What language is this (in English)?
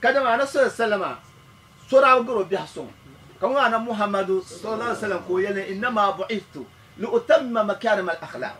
Dagbani